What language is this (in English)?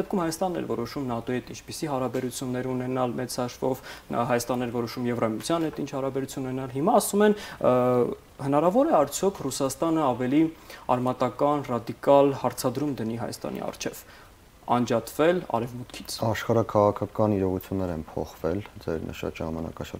Armenian